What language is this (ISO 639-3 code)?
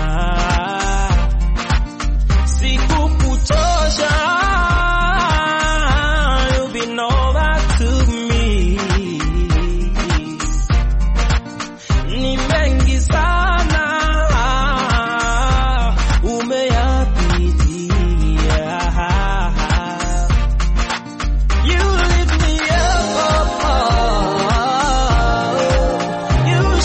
swa